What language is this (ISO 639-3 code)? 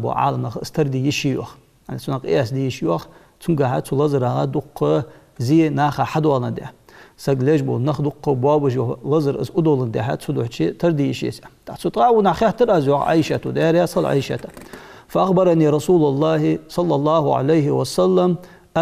inh